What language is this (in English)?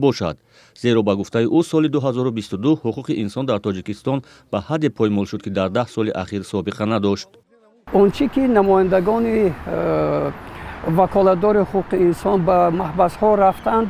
Tajik